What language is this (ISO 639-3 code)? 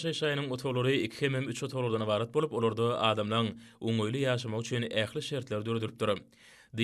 tuk